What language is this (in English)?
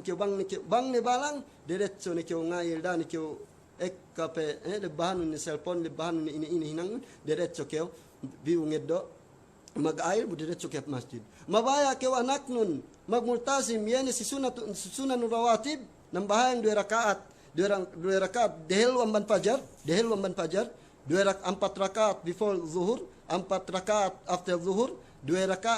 Yakan